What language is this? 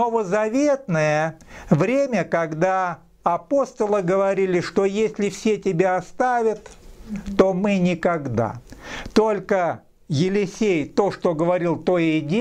Russian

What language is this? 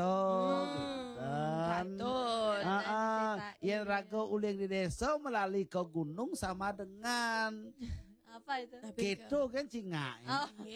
Balinese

